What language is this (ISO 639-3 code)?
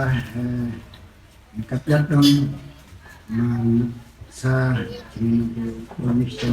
cmo